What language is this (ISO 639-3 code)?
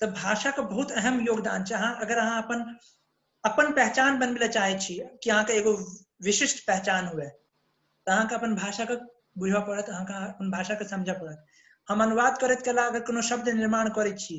mai